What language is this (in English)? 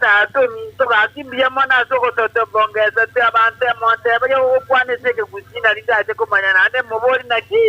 Gusii